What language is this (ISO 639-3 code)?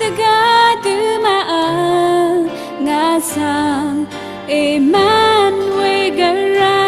raw